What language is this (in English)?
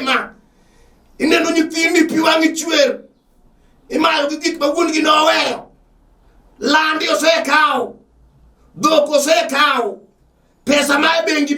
Luo (Kenya and Tanzania)